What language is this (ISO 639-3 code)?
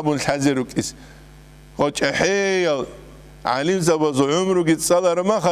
ava